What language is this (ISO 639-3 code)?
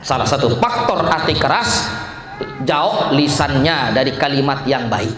sas